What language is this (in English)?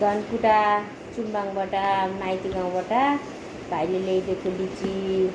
Nepali